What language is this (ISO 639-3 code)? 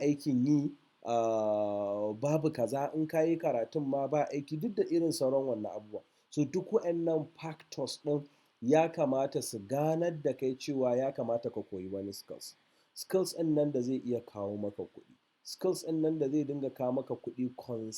hau